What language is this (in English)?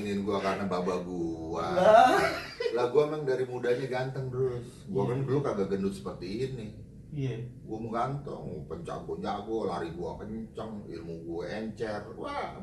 Betawi